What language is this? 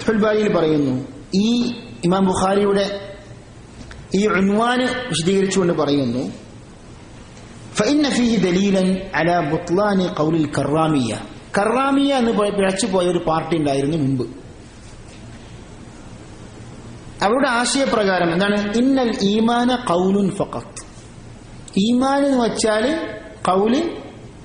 Malayalam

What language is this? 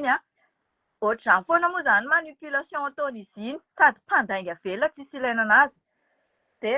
Malagasy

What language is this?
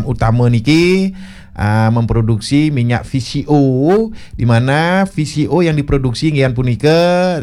Balinese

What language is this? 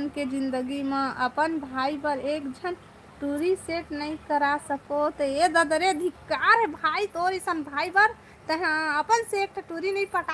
Chhattisgarhi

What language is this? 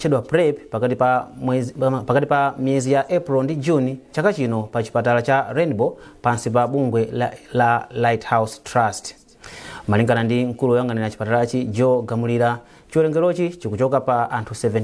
Nyanja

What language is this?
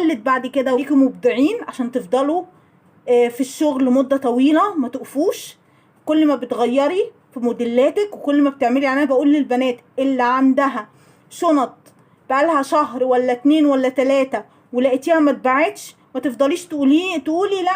Egyptian Arabic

